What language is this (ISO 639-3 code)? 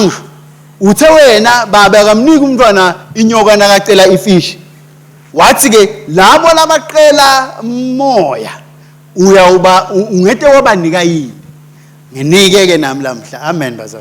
ssw